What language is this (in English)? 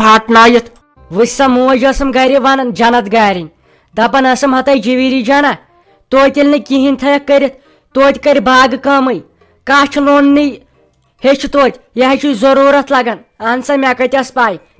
Kashmiri